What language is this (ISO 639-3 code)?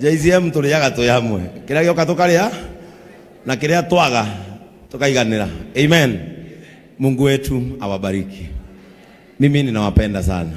kik